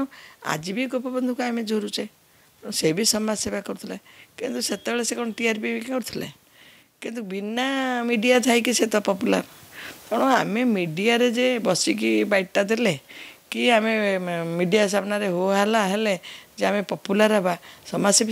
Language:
Odia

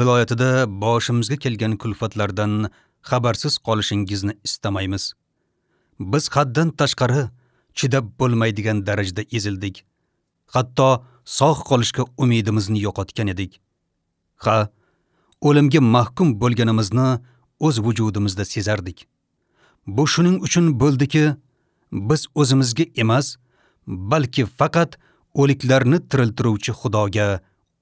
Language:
Uzbek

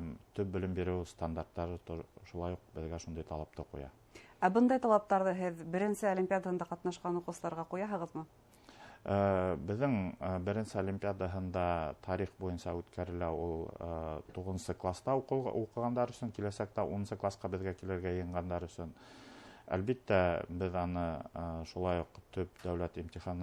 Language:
Bashkir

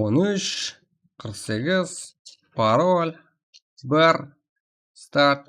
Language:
Kara-Kalpak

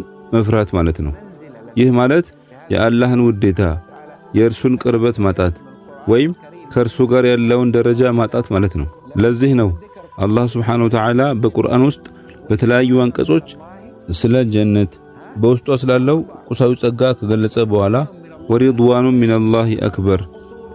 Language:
Amharic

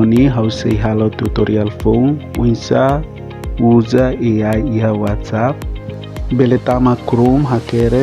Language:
Tetum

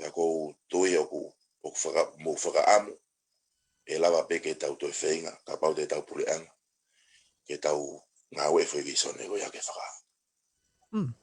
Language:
Tongan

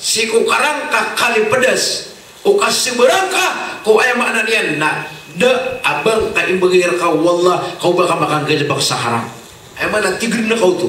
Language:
Maranao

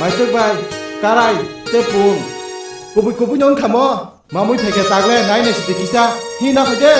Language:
Kok Borok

